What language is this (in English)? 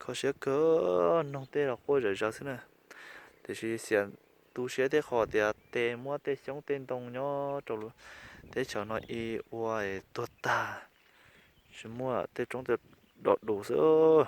Hmong